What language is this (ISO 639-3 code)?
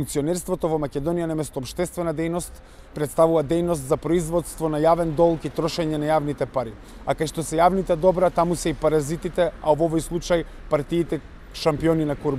mkd